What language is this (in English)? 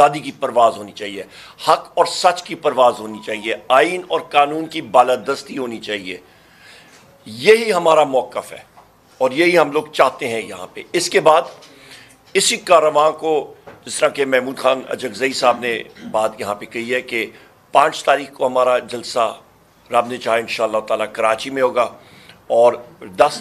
Urdu